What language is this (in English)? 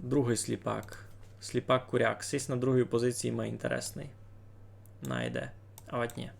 Rusyn